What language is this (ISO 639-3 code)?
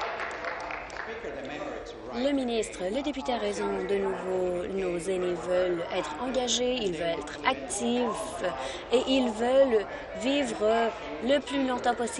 fra